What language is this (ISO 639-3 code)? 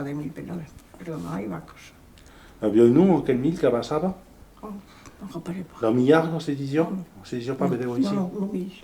oci